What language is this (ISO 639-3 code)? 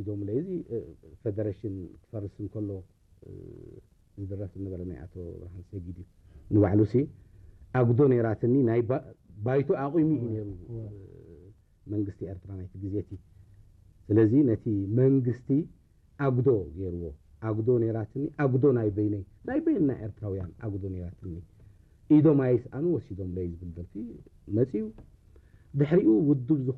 tir